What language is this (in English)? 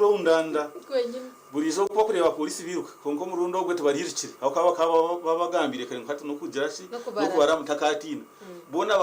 Nyankole